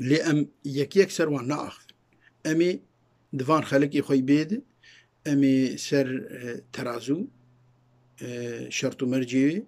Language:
Kurdish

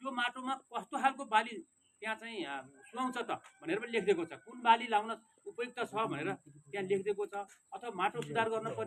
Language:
Nepali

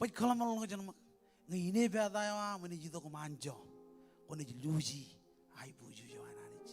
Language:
Marshallese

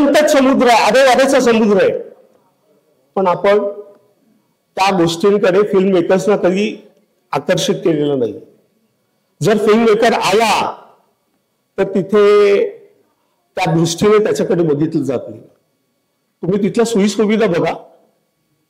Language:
Marathi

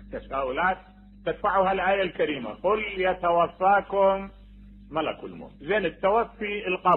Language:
Mesopotamian Arabic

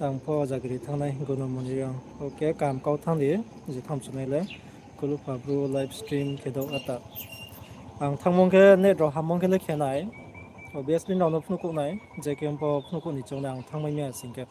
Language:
Riang (India)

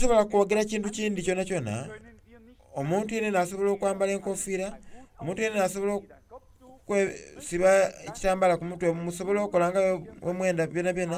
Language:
Soga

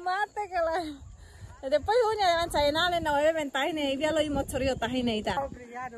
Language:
Tetum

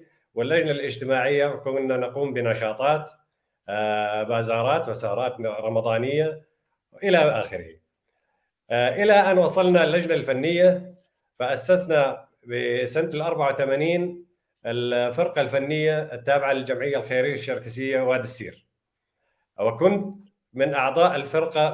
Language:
North Levantine Arabic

